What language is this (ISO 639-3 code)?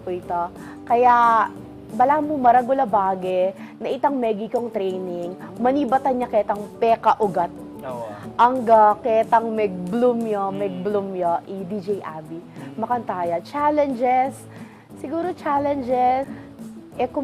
pam